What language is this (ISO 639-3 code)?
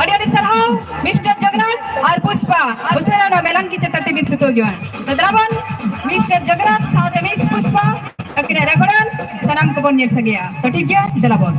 sat